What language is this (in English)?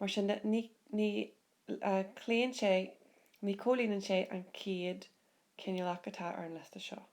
Irish